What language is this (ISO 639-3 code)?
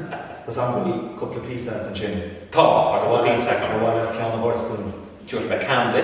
gle